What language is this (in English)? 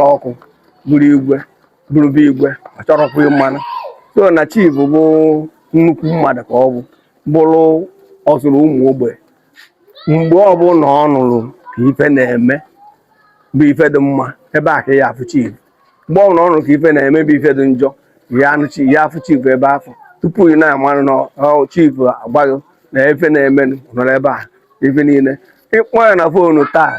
Igbo